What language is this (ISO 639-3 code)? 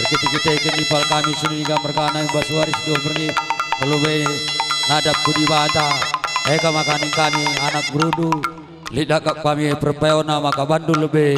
btx